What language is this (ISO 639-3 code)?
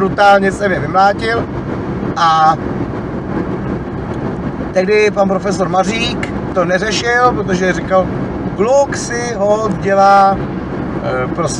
ces